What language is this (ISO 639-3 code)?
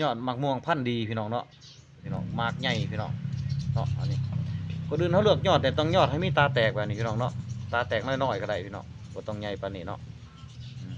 lao